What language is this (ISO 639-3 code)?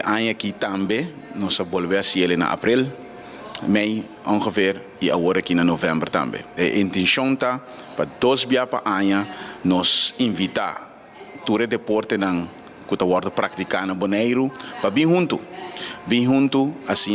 pap